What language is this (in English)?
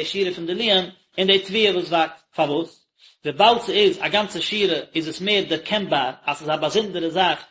Yiddish